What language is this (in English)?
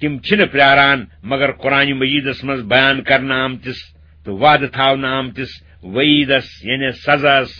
Kashmiri